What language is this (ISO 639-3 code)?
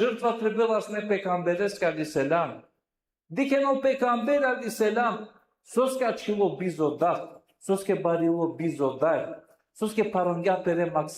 rmn